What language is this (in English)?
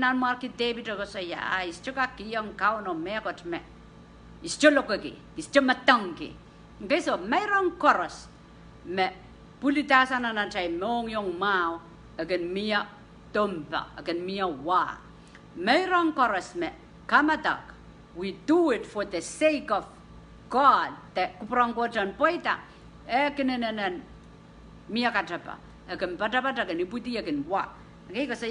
Pohnpeian